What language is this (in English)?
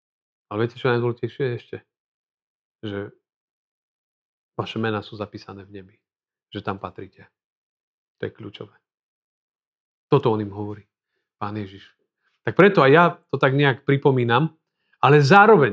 Slovak